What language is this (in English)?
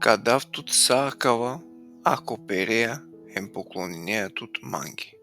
Balkan Romani